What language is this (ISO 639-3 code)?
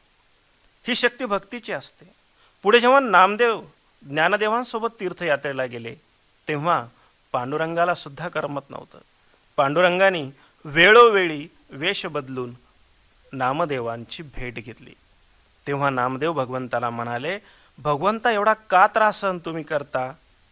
mar